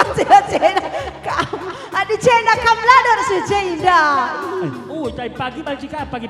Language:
Batak Karo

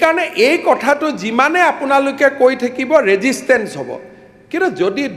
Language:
Assamese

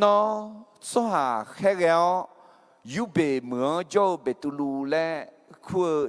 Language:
Akha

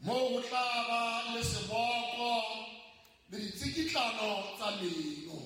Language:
Southern Sotho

